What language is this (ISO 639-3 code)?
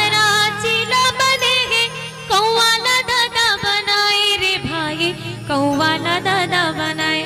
hne